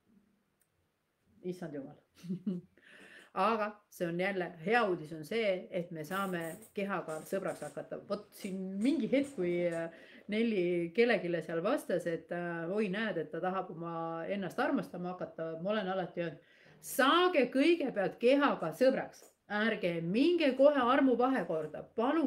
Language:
Estonian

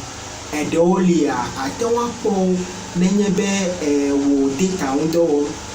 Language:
Ewe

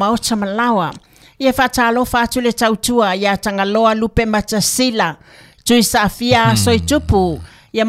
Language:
Samoan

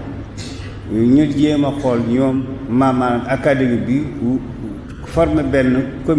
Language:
Wolof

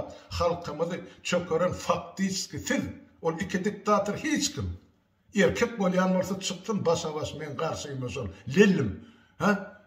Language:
Turkmen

